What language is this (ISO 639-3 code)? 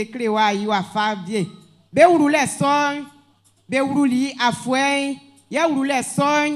bci